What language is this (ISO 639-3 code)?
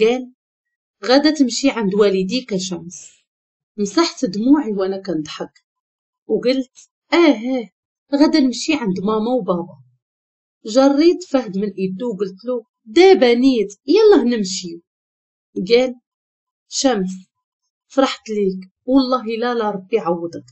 ary